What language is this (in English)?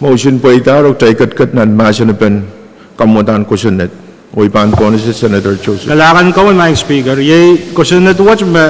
Pohnpeian